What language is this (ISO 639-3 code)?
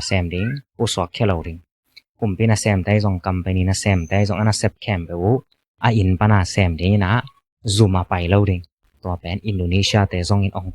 ctd